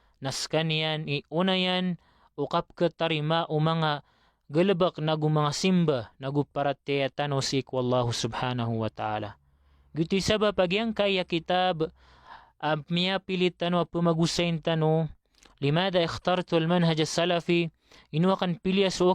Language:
Maranao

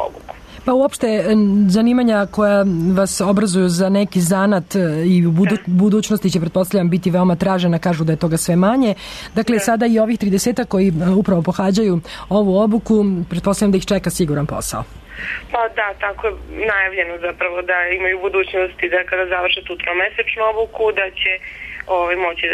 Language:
Serbian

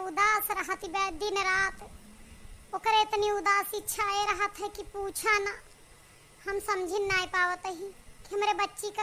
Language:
Awadhi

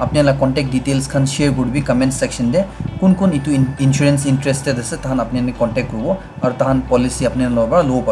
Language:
Naga Pidgin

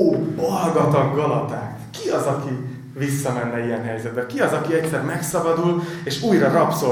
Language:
Hungarian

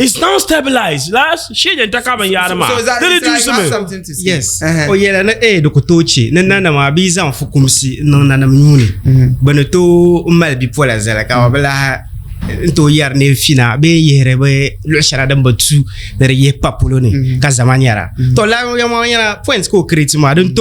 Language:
Dagbani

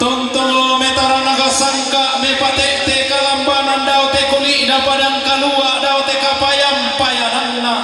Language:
Toraja-Sa'dan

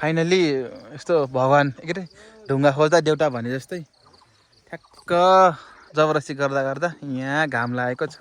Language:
Nepali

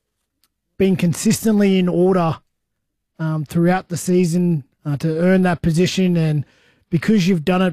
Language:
English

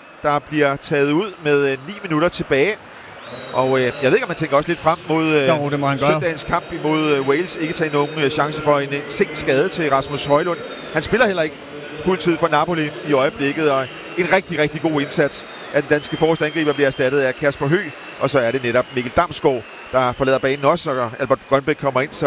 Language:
Danish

